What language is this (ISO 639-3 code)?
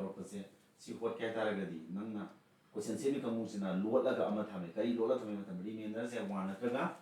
mni